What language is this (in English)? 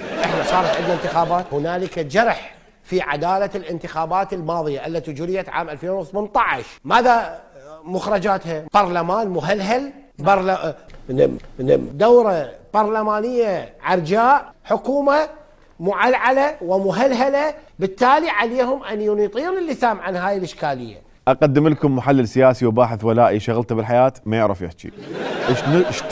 Mesopotamian Arabic